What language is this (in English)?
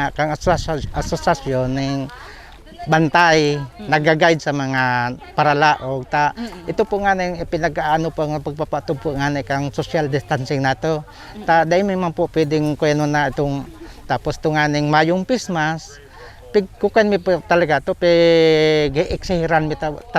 Bikol